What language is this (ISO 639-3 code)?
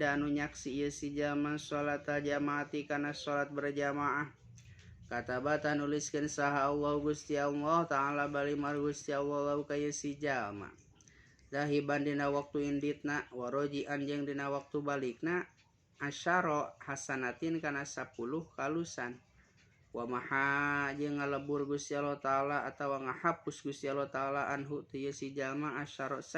sun